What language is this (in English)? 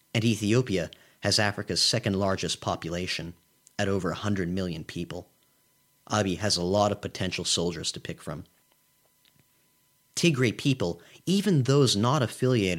English